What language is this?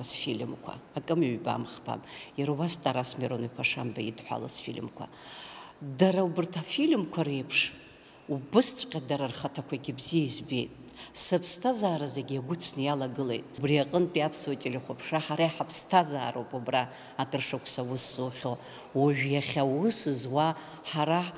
Abkhazian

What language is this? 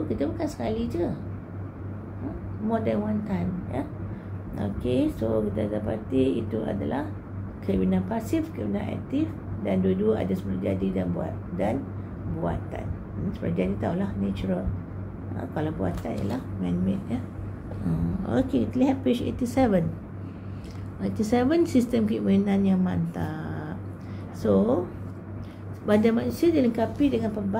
Malay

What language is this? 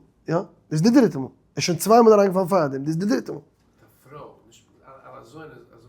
Yiddish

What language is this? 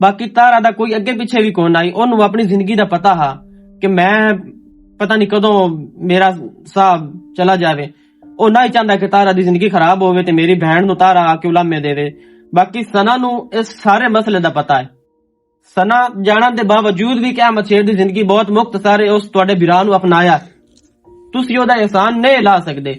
Western Panjabi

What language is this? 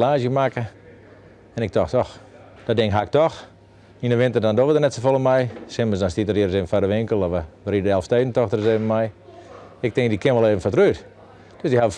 Western Frisian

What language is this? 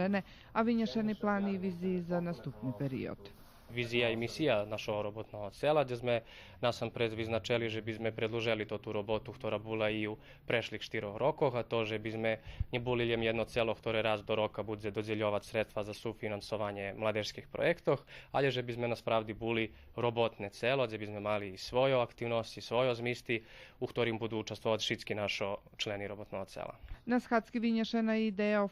Rusyn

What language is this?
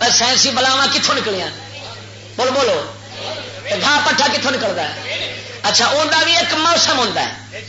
Western Panjabi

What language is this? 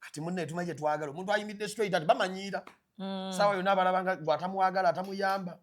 Ganda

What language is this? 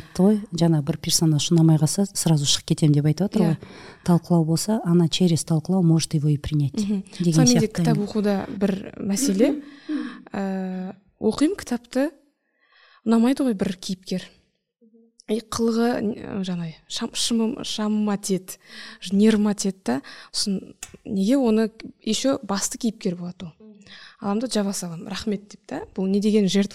Kazakh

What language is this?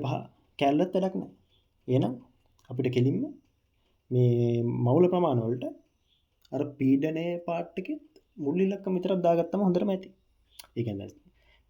Sinhala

